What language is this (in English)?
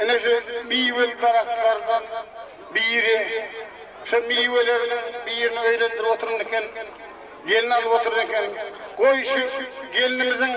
Turkmen